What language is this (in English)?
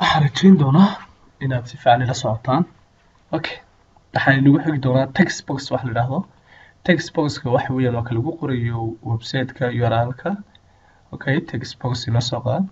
Somali